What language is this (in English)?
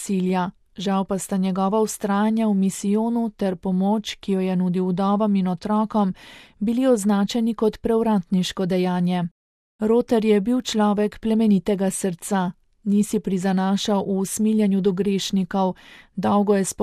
Slovenian